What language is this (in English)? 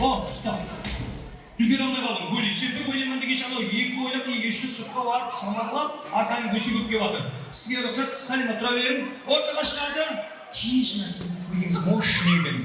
Kara-Kalpak